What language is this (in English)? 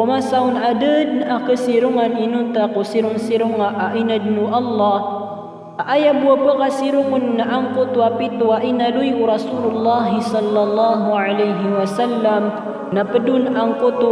Maranao